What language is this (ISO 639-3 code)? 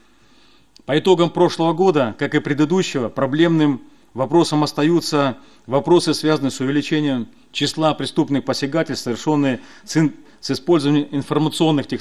rus